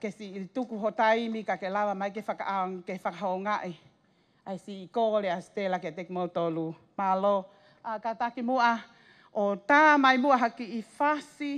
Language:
Tongan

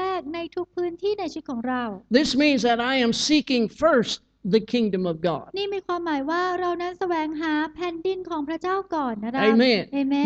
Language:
Thai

